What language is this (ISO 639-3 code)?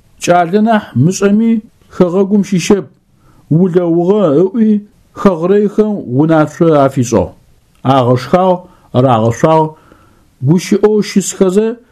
ady